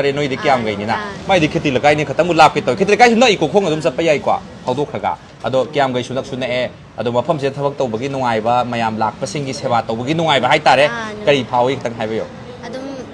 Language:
Manipuri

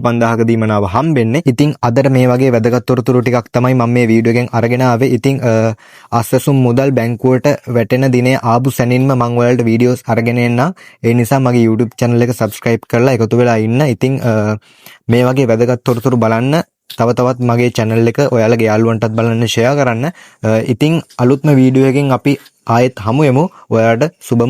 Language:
Sinhala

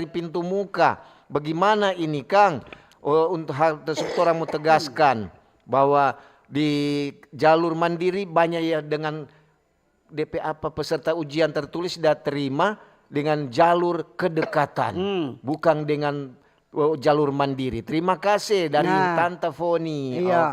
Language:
Manado Malay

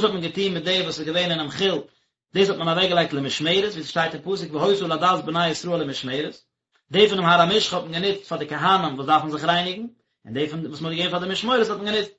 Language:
Yiddish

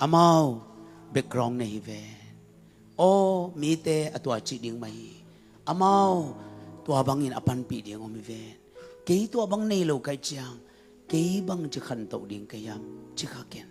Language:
Tedim Chin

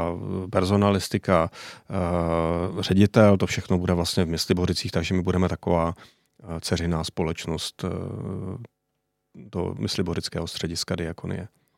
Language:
Czech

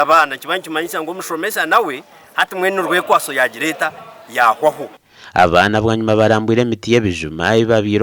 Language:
Nyankole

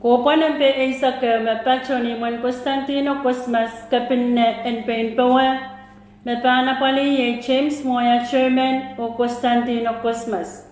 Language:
Pohnpeian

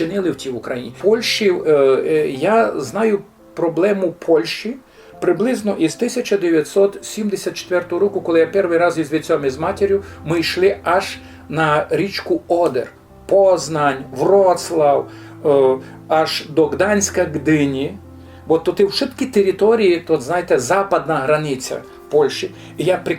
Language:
Rusyn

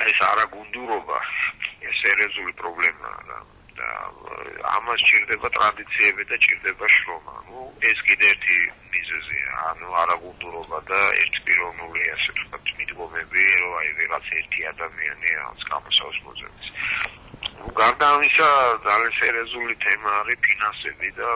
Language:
Georgian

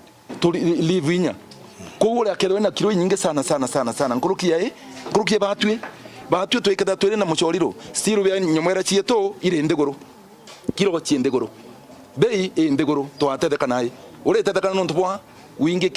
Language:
Meru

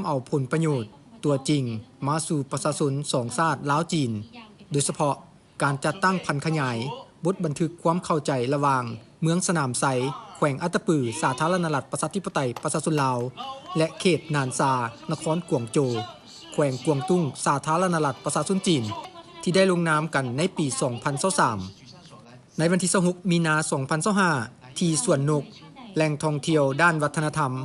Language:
Lao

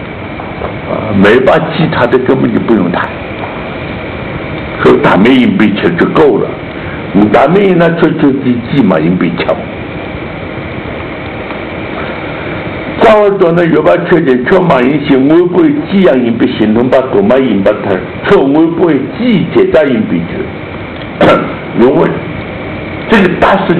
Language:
Chinese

